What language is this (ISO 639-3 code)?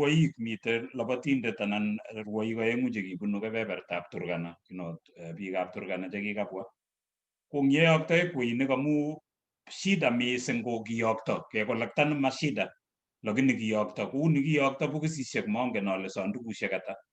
kln